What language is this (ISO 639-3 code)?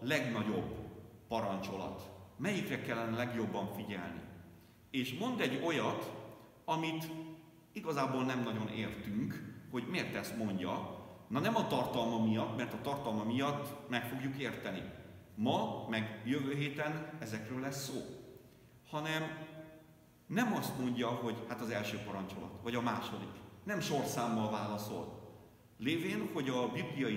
hun